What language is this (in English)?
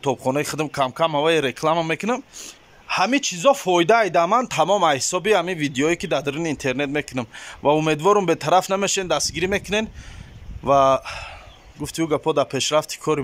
Tajik